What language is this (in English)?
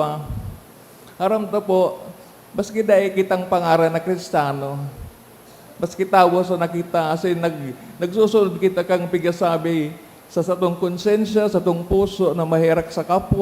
Bikol